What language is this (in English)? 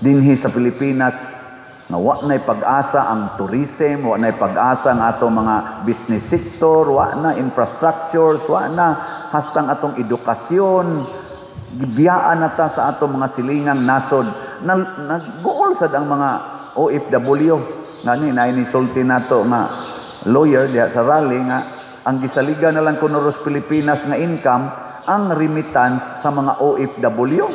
Cebuano